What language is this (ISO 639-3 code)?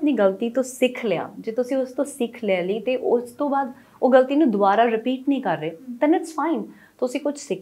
pan